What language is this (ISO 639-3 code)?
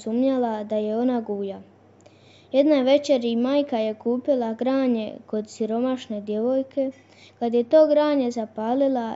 hrv